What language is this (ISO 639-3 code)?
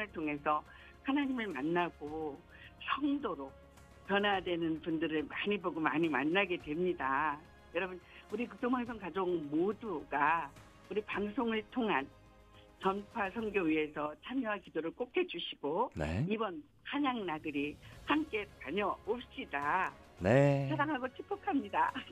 kor